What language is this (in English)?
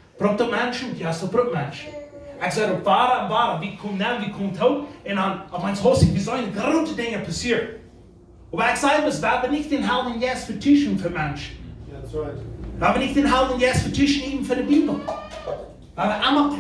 Plautdietsch